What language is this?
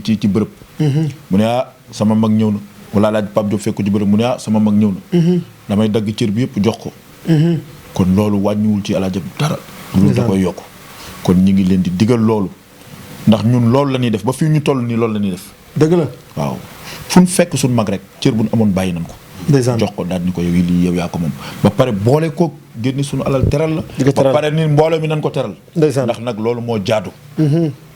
Wolof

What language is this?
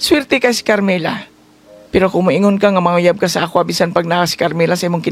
Cebuano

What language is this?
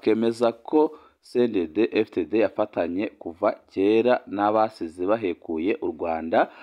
Rundi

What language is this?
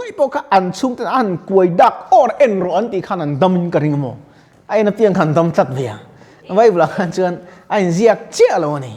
Mizo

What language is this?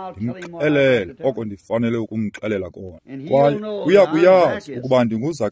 Xhosa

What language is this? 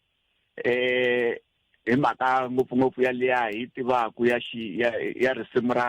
Tsonga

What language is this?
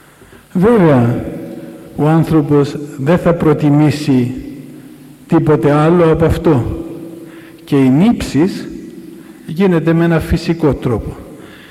Greek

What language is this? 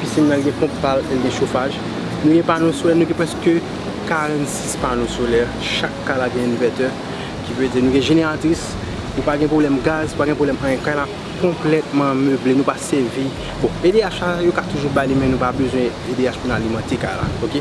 Haitian Creole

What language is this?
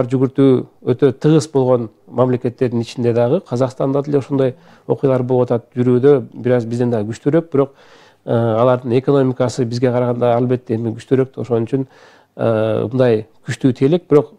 Kyrgyz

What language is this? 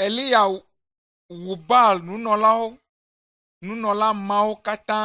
Ewe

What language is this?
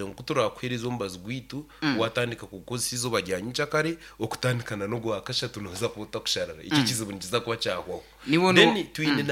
Nyoro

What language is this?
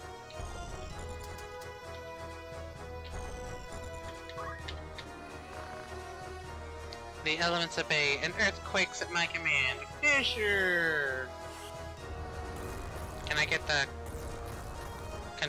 English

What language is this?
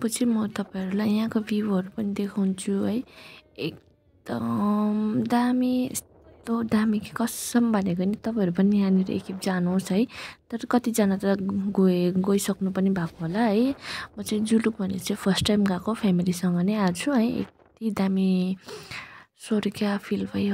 Nepali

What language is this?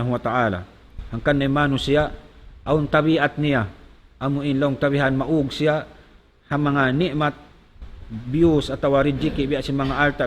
Tausug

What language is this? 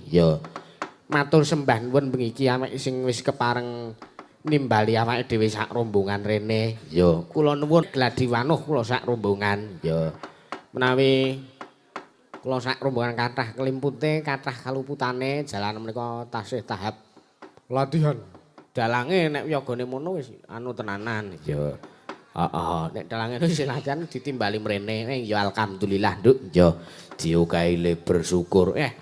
Javanese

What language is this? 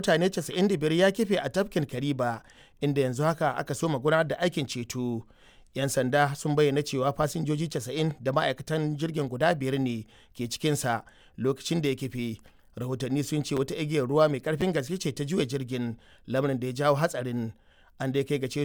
Hausa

